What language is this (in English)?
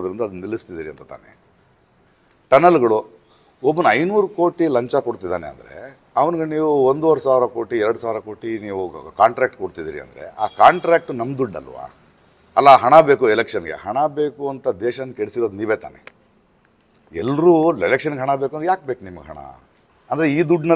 Kannada